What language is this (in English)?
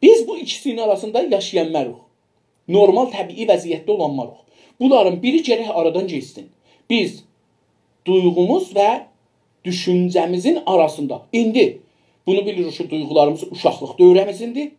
South Azerbaijani